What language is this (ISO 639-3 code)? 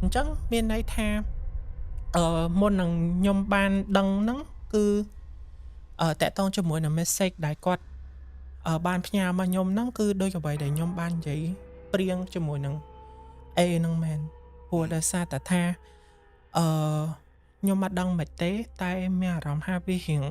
khm